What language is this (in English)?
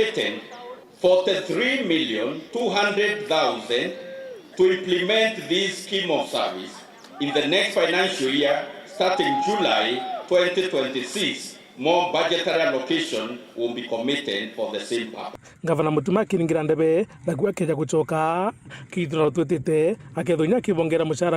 Meru